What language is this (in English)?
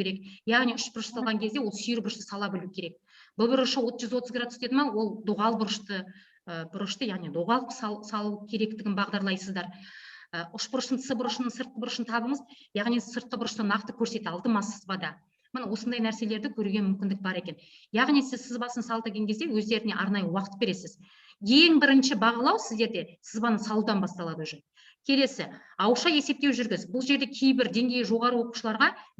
Kazakh